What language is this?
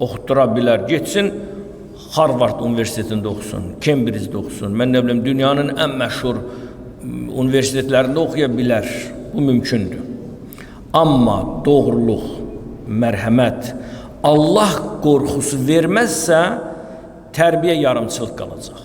Azerbaijani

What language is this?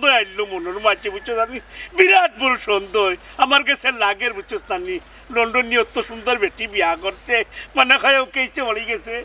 Sylheti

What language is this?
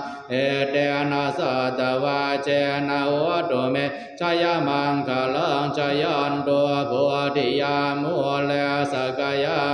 Pali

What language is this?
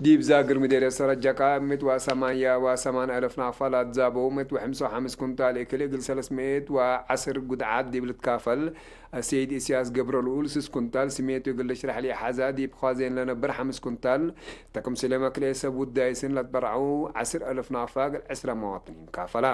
Tigre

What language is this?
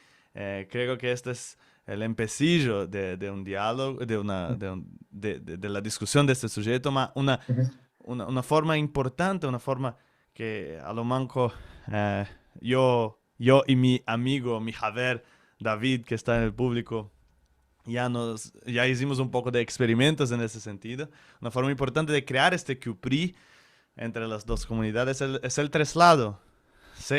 Ladino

